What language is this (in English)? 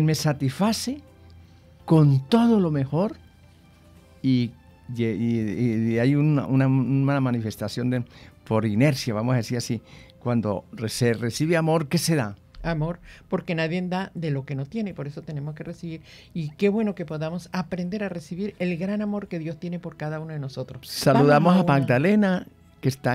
Spanish